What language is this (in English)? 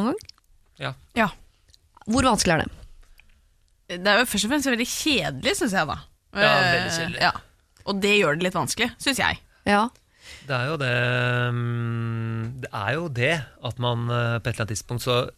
Norwegian